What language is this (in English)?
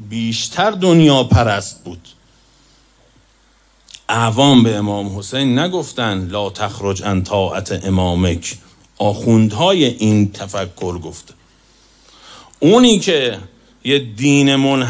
Persian